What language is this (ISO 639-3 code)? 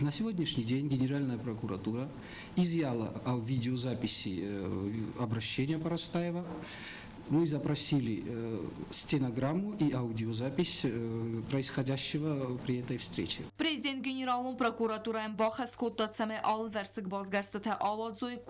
oss